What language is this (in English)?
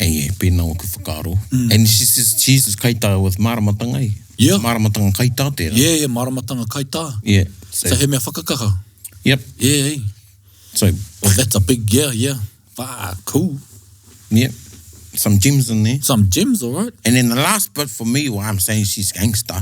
Māori